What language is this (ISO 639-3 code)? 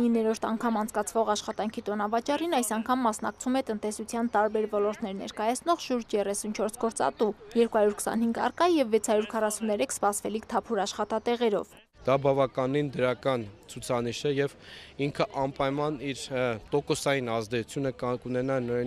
hye